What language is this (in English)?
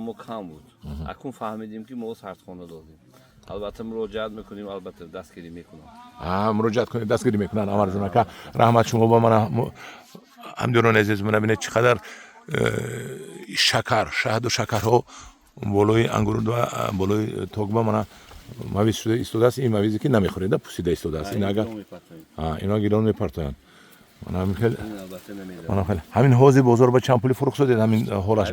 Tajik